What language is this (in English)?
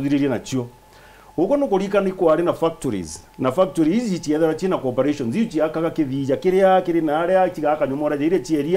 Meru